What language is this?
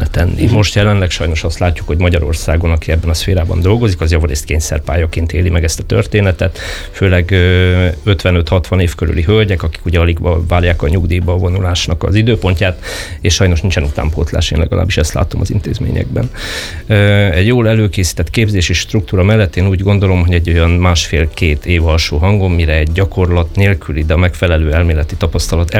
Hungarian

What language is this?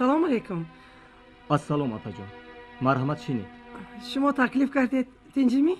Tajik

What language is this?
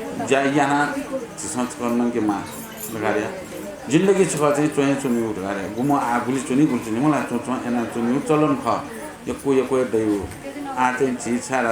Newari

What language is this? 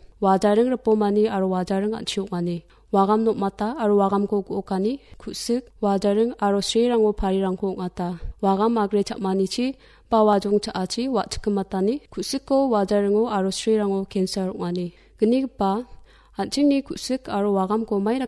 Garo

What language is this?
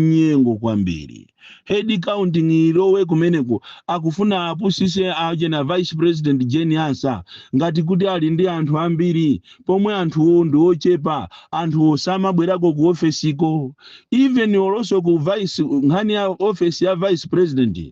Nyanja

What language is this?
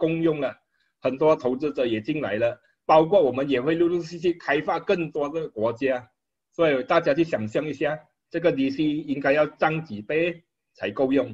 Chinese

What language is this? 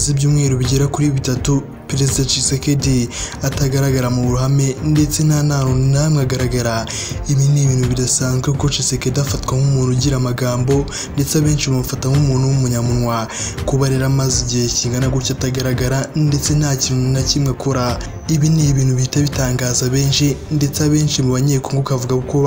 Kinyarwanda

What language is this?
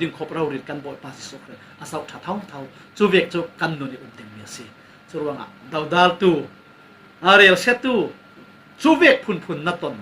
Falam Chin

